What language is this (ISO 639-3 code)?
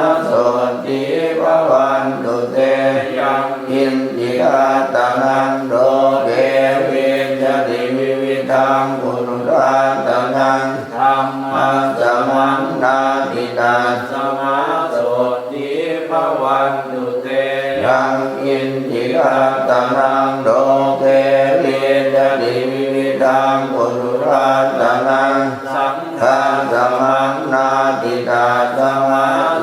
pli